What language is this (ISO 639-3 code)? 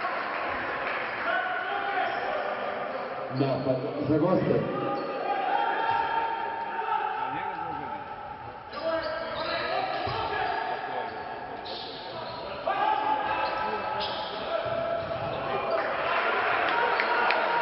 srp